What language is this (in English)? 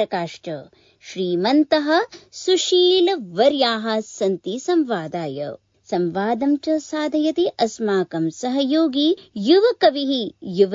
Sanskrit